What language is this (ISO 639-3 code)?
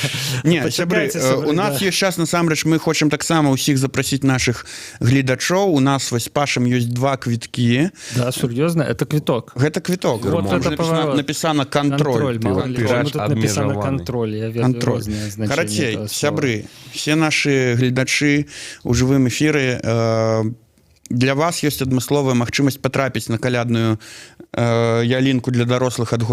bel